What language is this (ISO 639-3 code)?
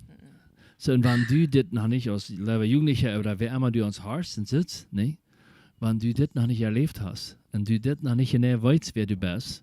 pdt